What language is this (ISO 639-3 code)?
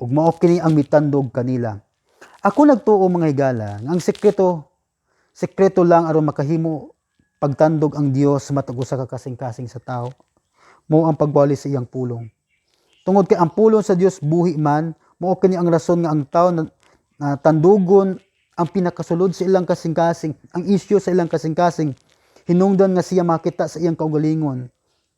ceb